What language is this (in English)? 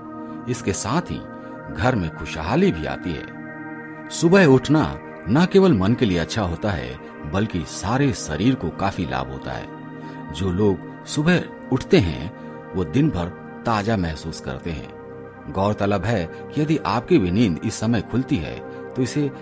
Hindi